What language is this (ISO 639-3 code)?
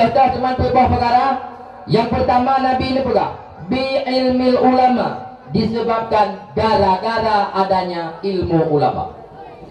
ace